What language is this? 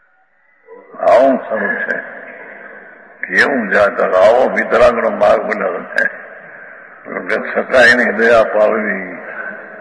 Gujarati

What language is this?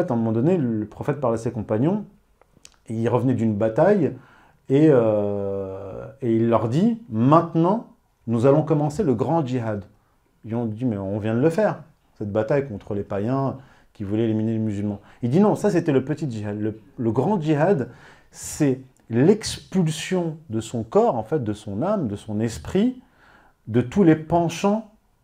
French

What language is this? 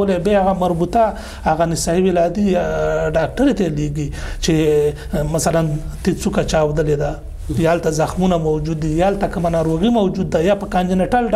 Pashto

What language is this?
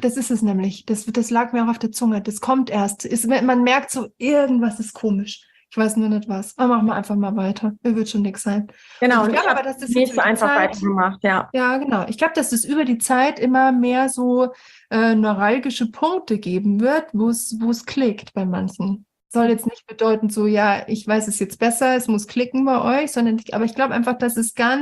German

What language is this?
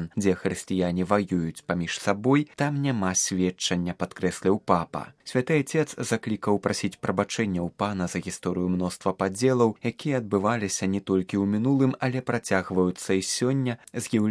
Belarusian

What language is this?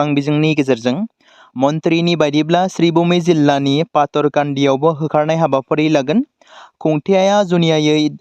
Bodo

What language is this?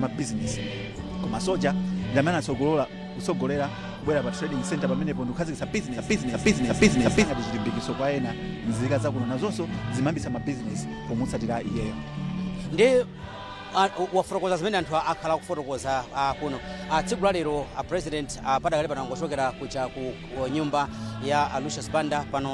Nyanja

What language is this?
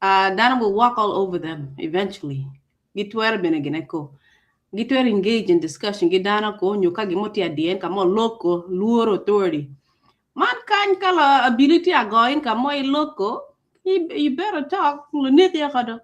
Acoli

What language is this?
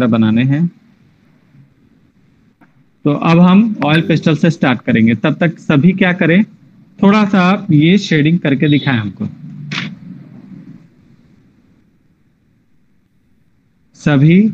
Hindi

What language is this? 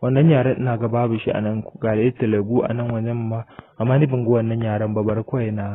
Hausa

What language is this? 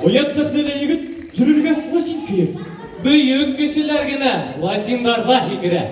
Bashkir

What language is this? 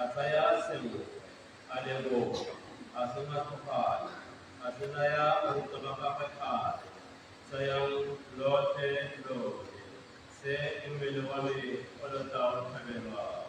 Tswana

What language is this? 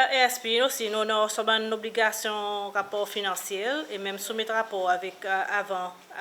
Seselwa Creole French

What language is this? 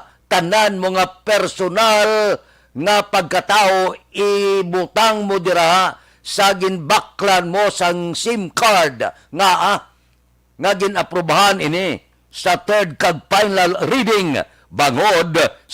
Hiligaynon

